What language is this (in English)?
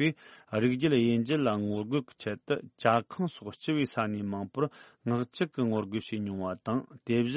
Tibetan